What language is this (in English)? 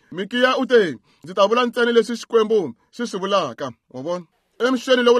Tsonga